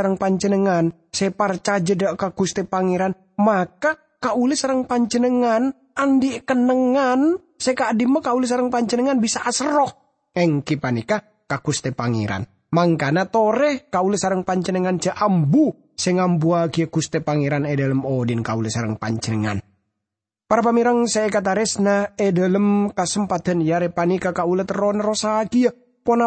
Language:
Madurese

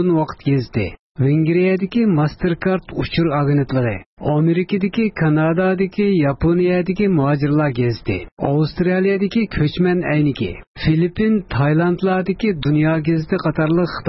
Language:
Uyghur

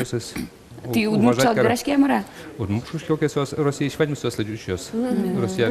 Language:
Udmurt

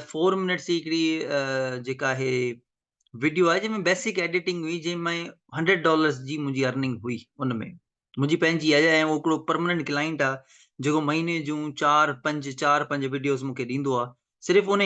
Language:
Sindhi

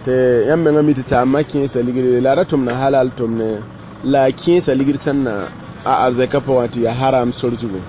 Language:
Mossi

